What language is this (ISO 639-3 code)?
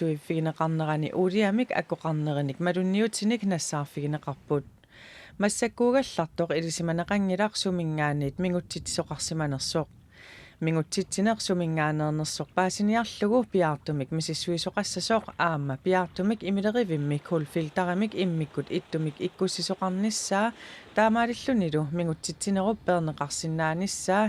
kal